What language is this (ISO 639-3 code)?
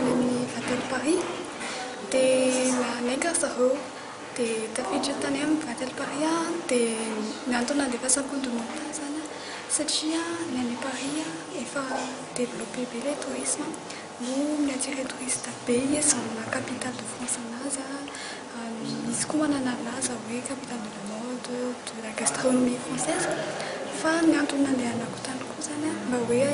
mlg